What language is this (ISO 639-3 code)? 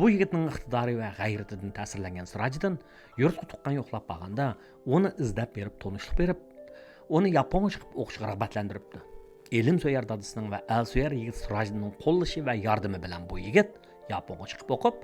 uig